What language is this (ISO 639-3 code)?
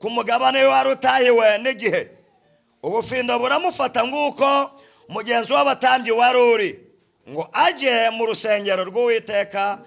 kin